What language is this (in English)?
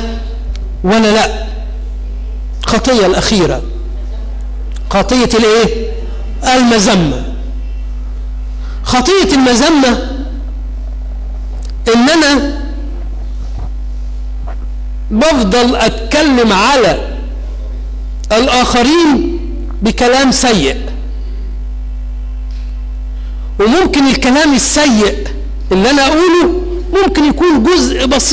Egyptian Arabic